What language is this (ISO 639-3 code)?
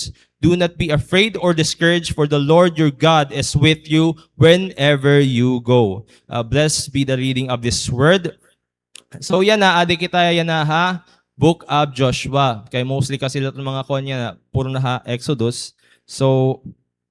war